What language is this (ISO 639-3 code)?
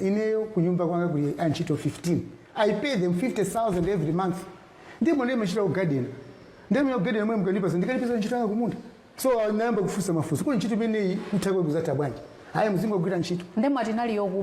nya